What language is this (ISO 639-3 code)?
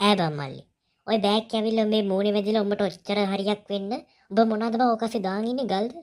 sin